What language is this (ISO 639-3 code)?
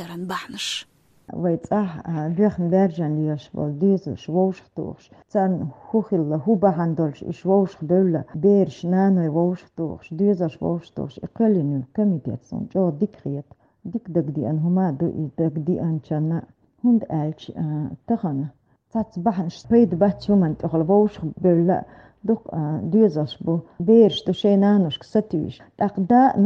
che